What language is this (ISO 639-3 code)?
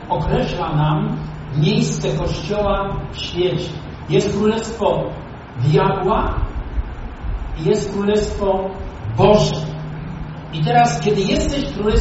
pol